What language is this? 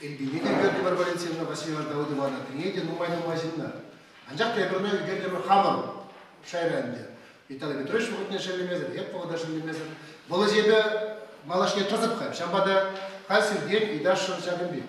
Chuvash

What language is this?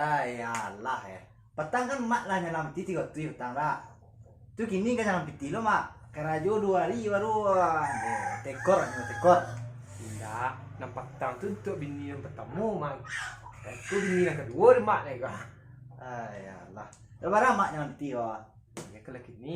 Minangkabau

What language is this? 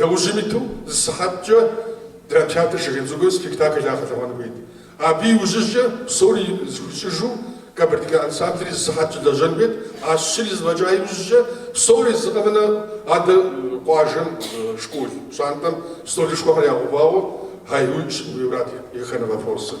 Kabardian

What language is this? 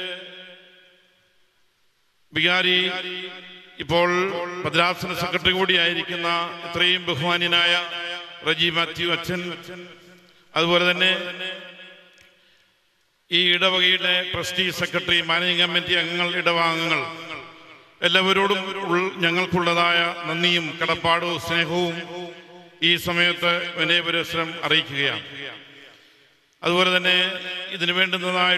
Malayalam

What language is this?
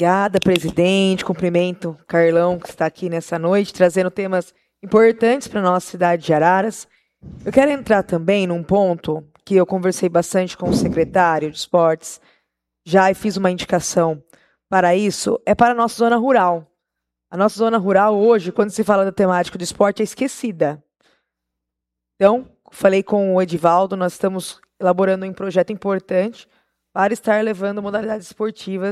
Portuguese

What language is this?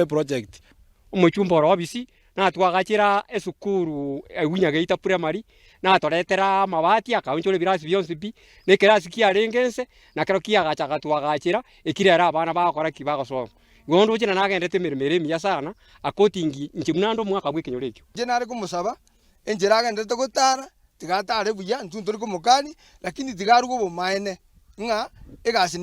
Gusii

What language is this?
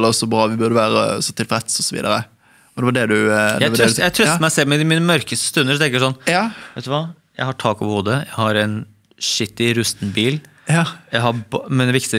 Norwegian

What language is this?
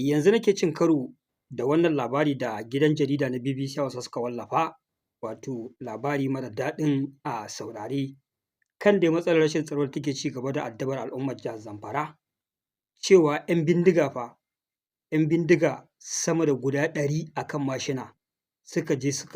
Hausa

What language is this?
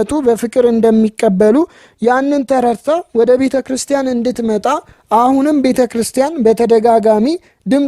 Amharic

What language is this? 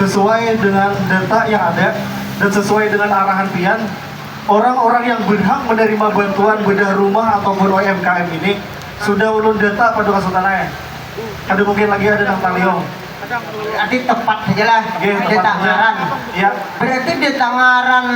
Banjar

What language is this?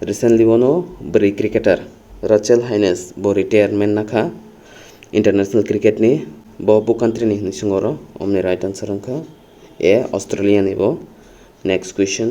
Kok Borok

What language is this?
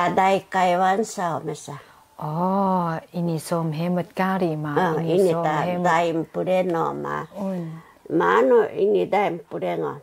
Taroko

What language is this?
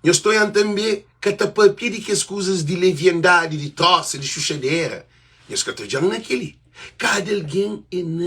Kabuverdianu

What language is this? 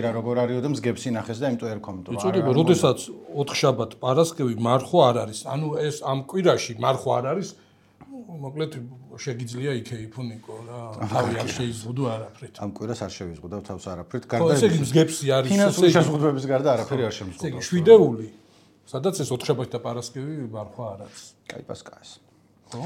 Georgian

